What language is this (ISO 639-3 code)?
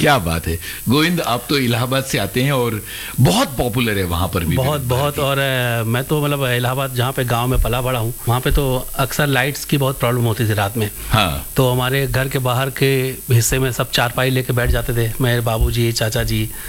hin